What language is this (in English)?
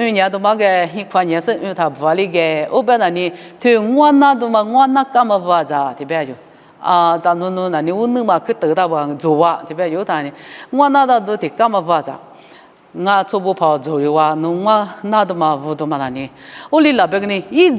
Lisu